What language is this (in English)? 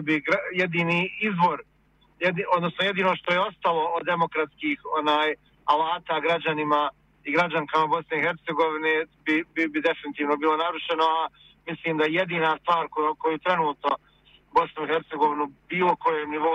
Bosnian